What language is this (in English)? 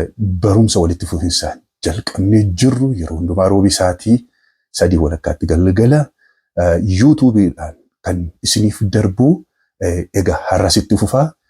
Oromo